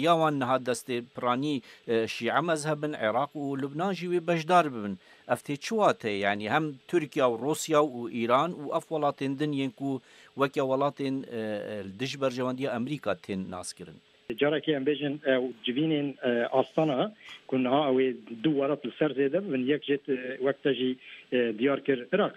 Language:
Kurdish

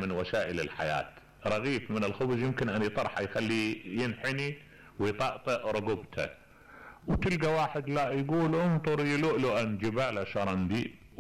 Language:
Mesopotamian Arabic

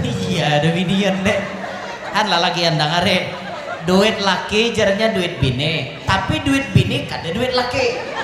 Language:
Banjar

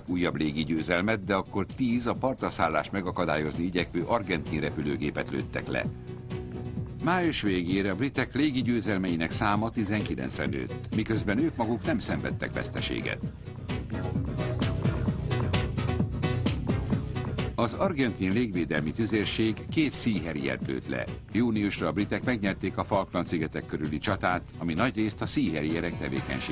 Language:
Hungarian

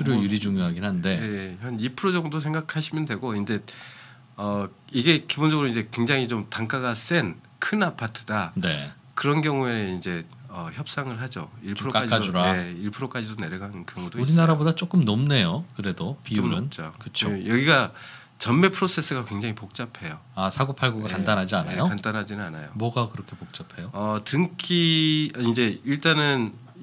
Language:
Korean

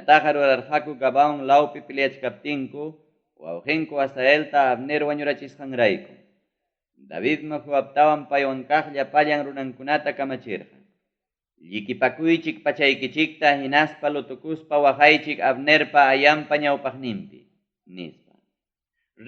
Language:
Ayacucho Quechua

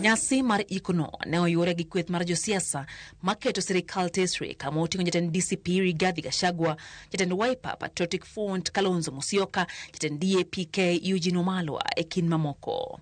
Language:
Luo (Kenya and Tanzania)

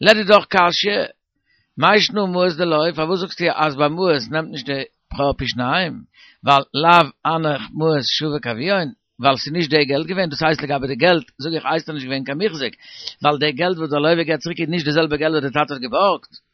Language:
Yiddish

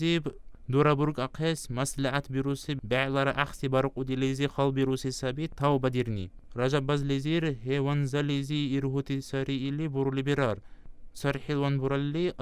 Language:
Dargwa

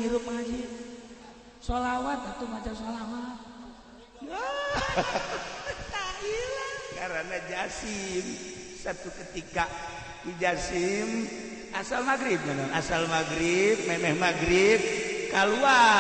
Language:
Sundanese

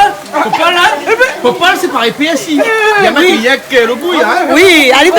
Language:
Réunion Creole French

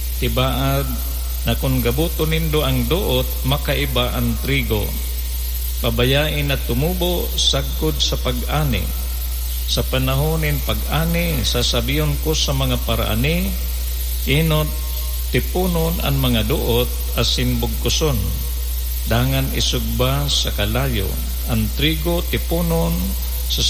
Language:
Bikol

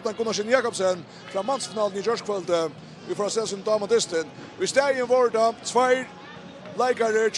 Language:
Faroese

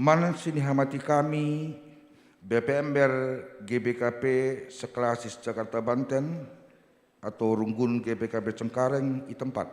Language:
Batak Karo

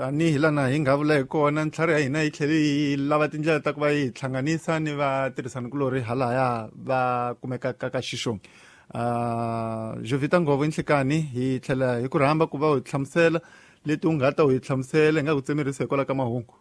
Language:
Tsonga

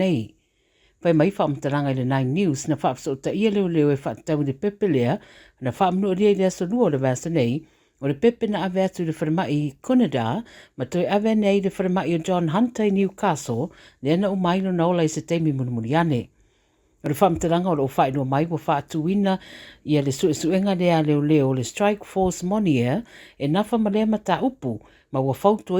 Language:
Samoan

